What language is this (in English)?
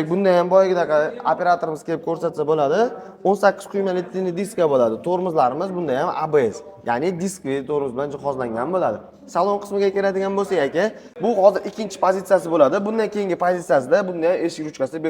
Uzbek